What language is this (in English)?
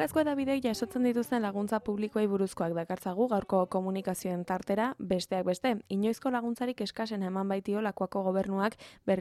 Basque